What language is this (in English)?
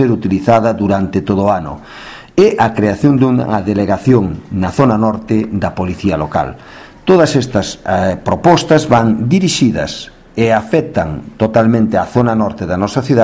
Galician